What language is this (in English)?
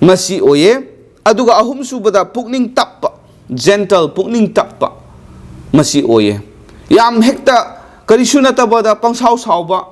Manipuri